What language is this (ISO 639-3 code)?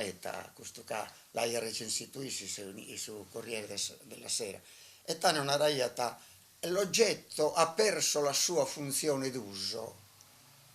srd